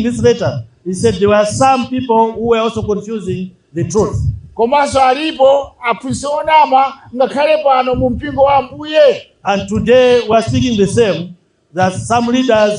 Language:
Nyanja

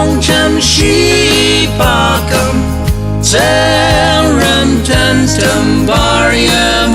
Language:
Ao Naga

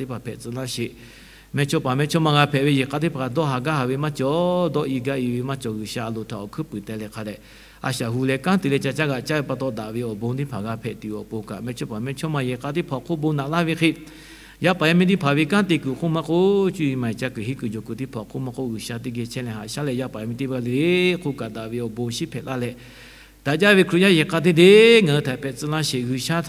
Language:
Lahu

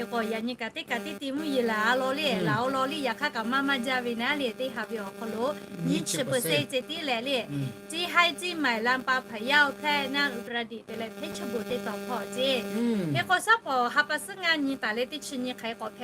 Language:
Lahu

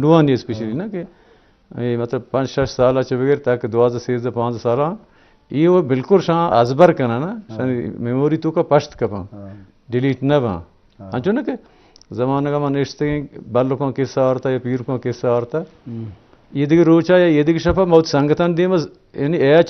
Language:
Baluchi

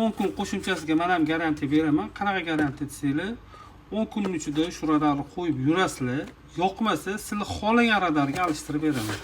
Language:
Uzbek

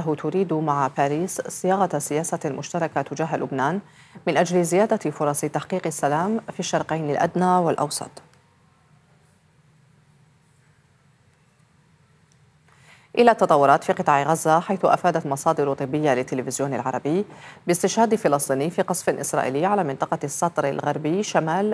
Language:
Arabic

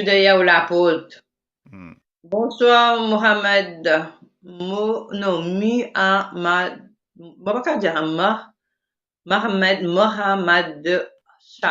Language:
Morisyen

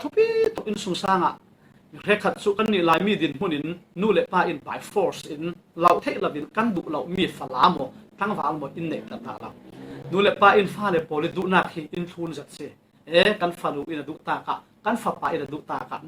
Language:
Falam Chin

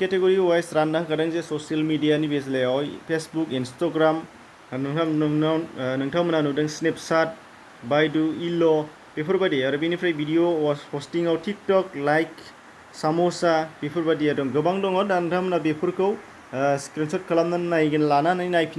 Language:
Bodo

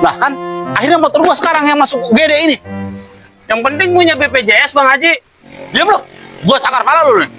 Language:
Betawi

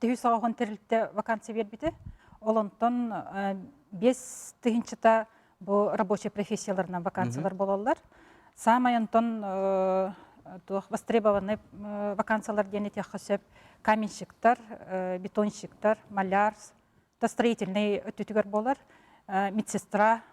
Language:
Yakut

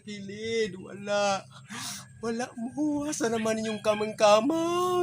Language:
Cebuano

